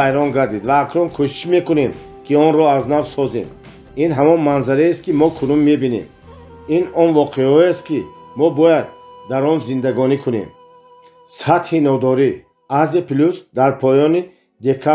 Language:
Tajik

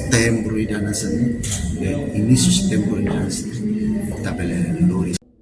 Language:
Tetum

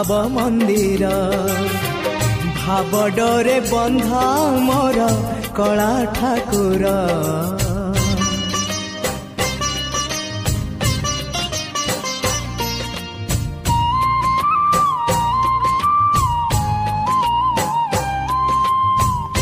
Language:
Odia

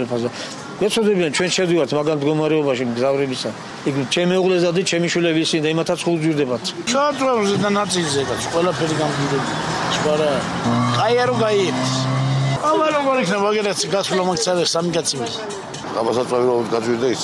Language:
Georgian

